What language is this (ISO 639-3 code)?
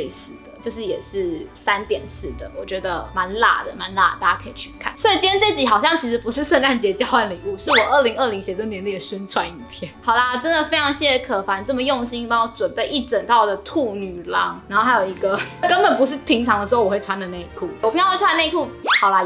zho